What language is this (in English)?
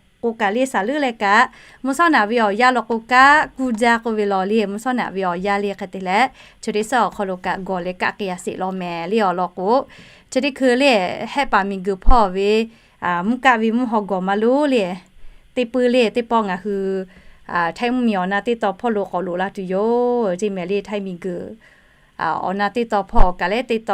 Lahu